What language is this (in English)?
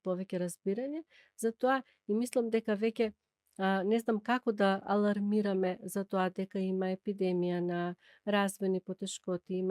Macedonian